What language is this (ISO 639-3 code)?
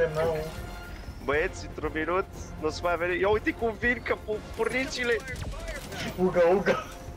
ron